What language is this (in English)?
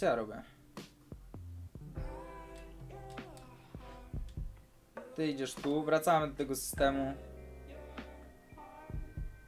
Polish